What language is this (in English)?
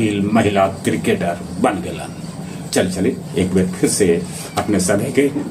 Magahi